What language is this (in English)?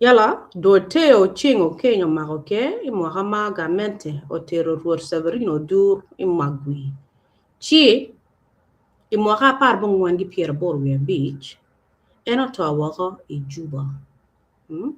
Acoli